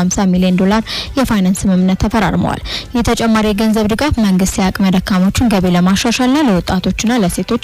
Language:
Amharic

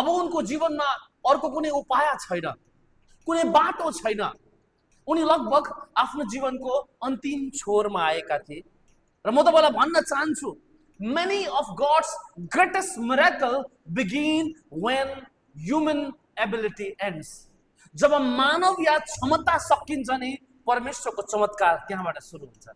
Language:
Nepali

